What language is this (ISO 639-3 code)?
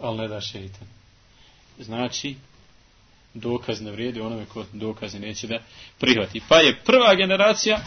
bos